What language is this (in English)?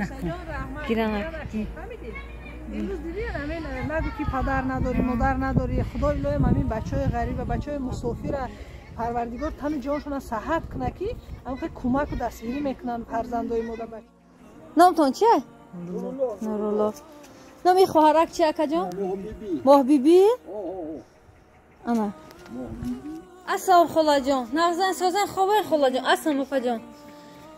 Tajik